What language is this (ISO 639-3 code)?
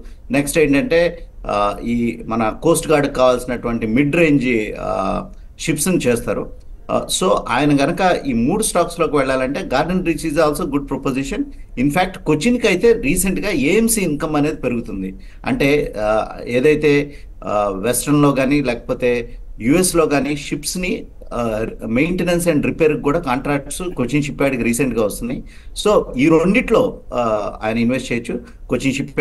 tel